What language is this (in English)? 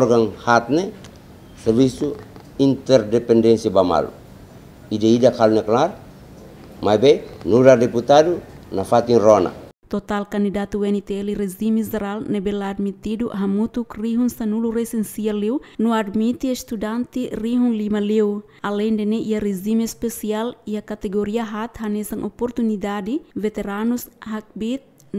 Tetum